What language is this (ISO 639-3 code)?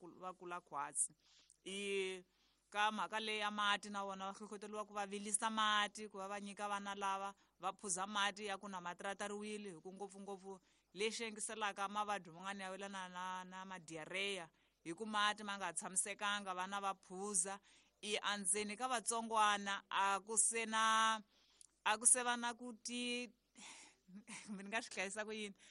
tso